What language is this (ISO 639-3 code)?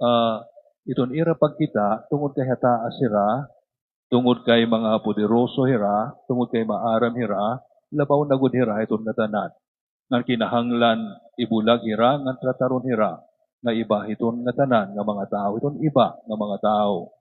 war